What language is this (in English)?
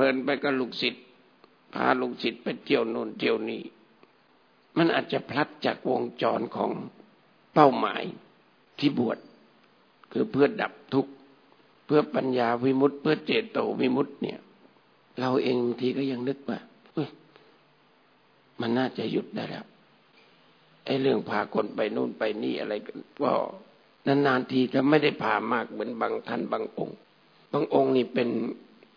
Thai